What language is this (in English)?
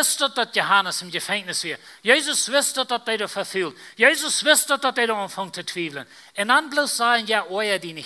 Plautdietsch